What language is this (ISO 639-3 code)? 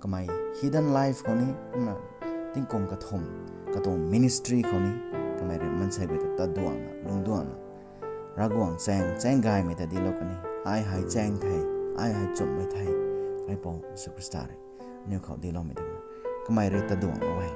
nbu